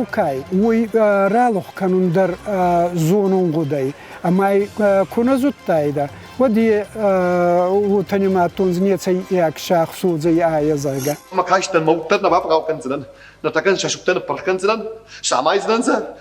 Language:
Ossetic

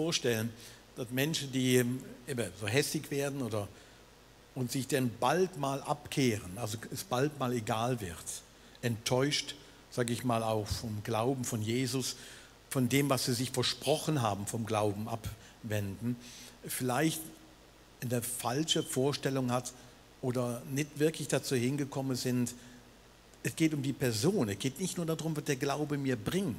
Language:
Swiss German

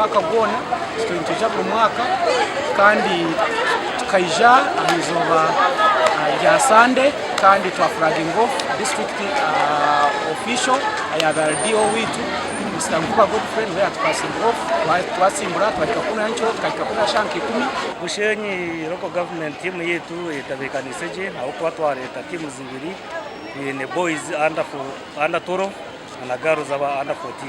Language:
Nyankole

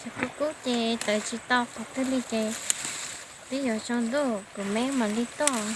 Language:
Hmong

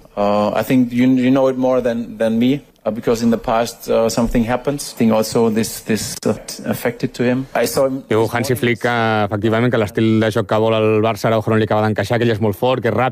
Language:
Catalan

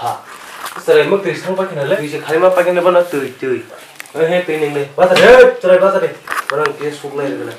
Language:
Kok Borok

